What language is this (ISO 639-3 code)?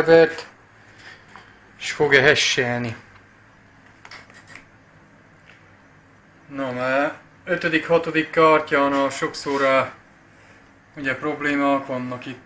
hun